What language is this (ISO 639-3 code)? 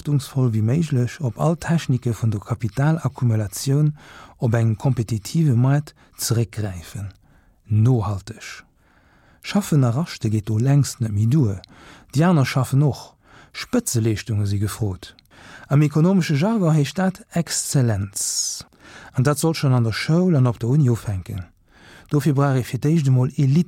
ltz